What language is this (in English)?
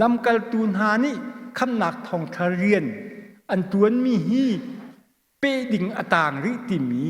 Hakha Chin